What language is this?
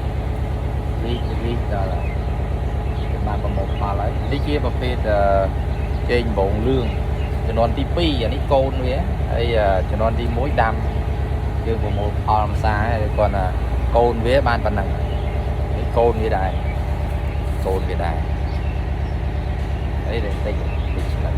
Khmer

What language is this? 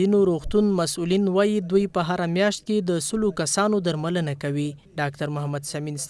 Pashto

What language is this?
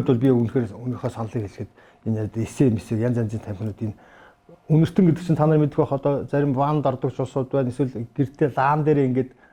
Mongolian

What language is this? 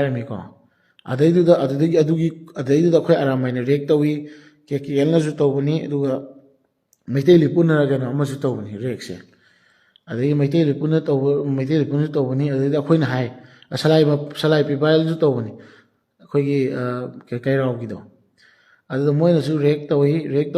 Manipuri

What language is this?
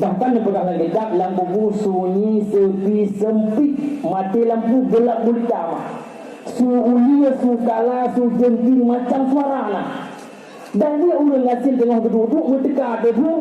Achinese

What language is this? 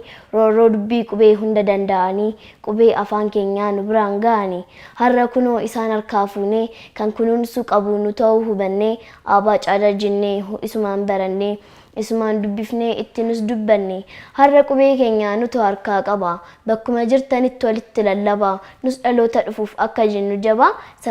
Oromo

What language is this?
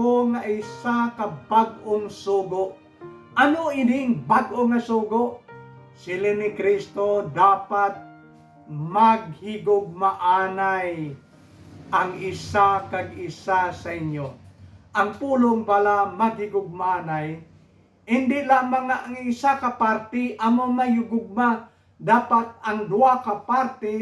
Hiligaynon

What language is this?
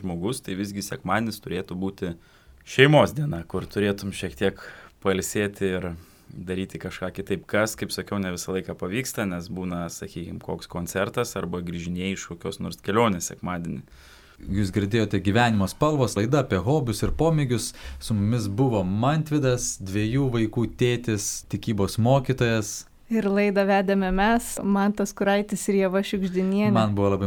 Lithuanian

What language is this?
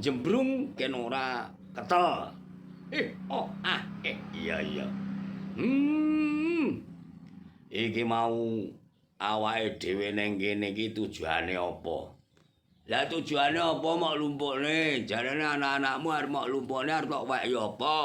Javanese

